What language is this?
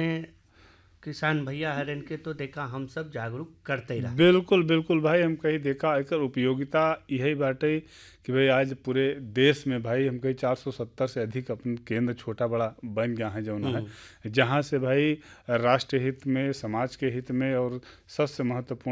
Bhojpuri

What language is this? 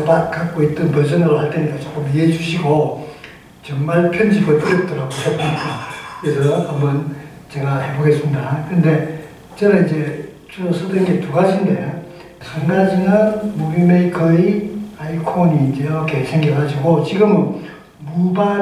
Korean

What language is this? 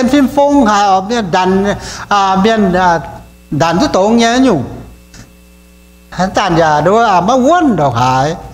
Iu Mien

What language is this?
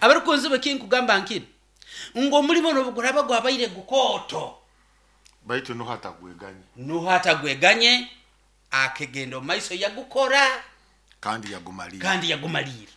Nyoro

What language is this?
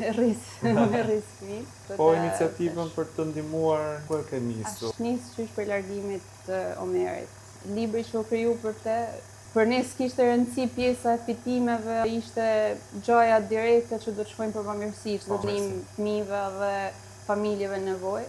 Albanian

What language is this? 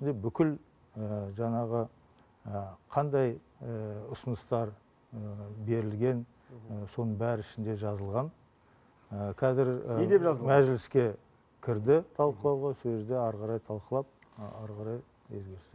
Kazakh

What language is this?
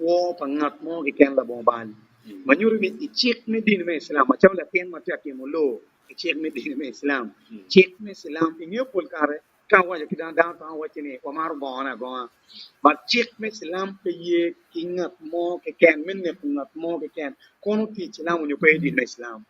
Acoli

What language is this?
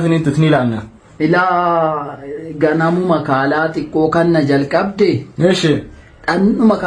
Oromo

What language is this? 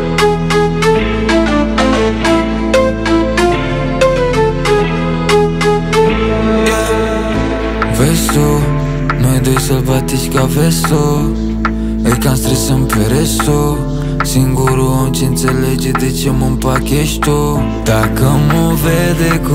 Romanian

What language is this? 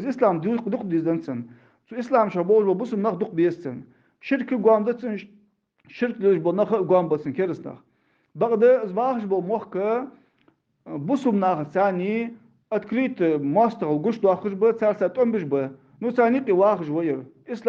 Ingush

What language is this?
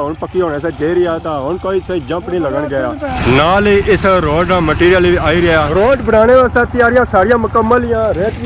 Pahari-Potwari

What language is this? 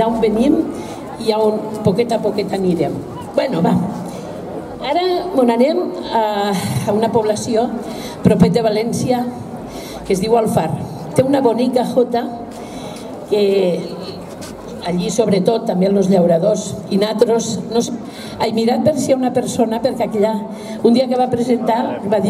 Catalan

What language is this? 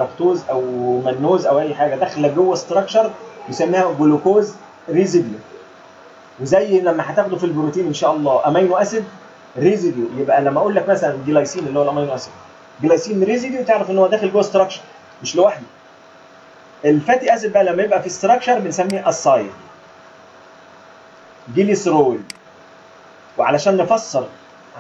Egyptian Arabic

